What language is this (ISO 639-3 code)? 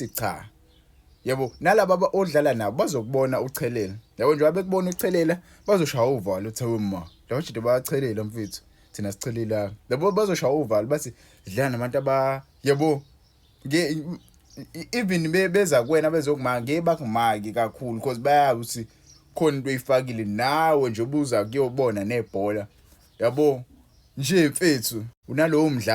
zul